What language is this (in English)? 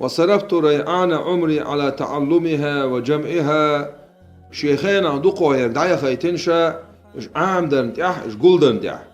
Chechen